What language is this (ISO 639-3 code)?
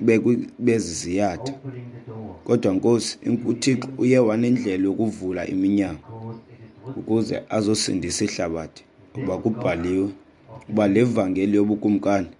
xho